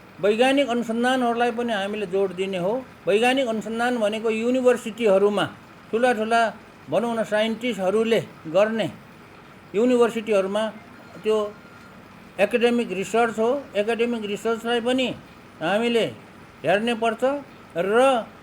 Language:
Nepali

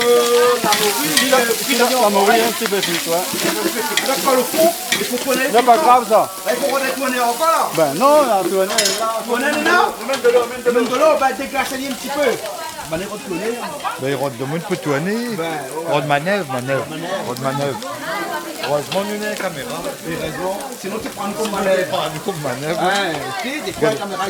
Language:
Réunion Creole French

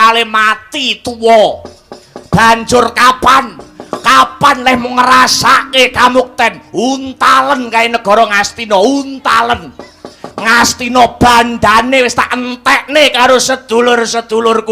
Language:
Javanese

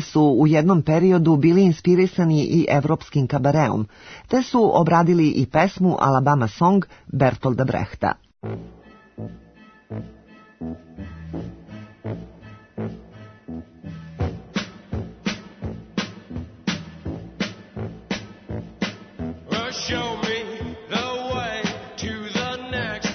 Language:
Serbian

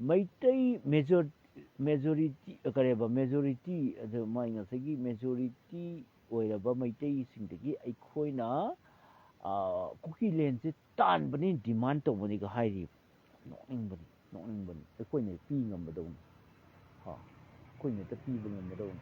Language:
Manipuri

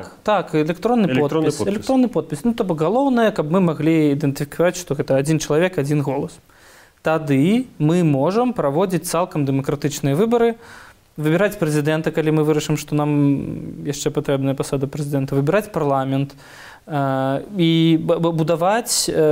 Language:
Belarusian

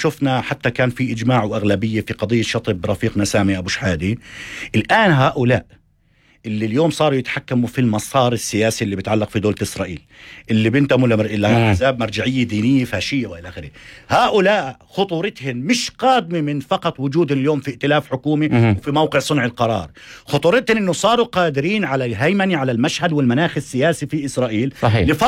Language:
North Levantine Arabic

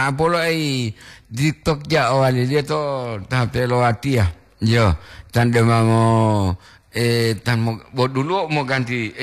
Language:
Gorontalo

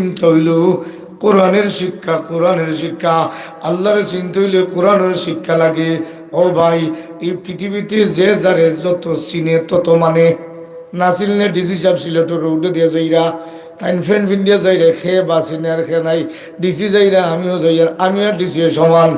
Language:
Sylheti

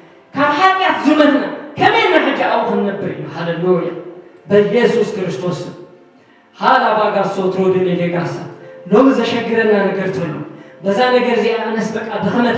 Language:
Tigrinya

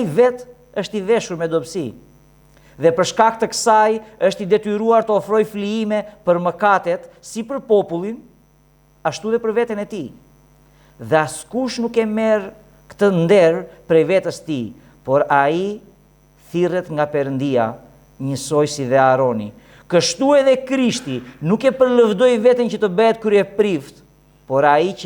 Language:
Albanian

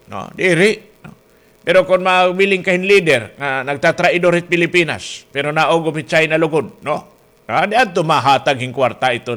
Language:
Waray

